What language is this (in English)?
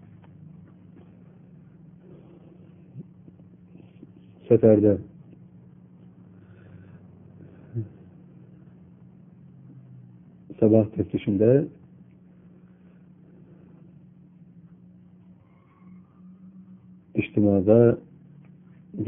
Turkish